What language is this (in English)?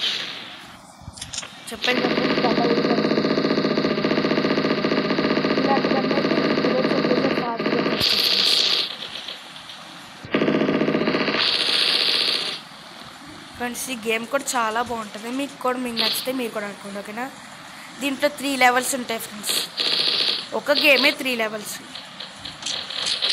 Telugu